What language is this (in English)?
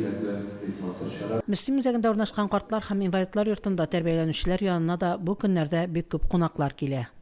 Tatar